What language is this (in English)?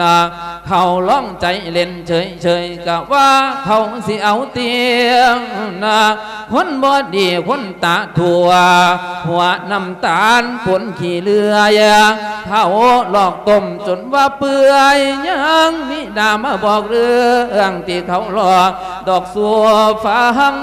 Lao